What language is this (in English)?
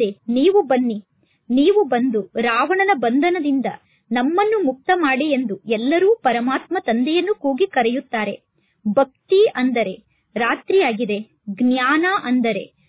Kannada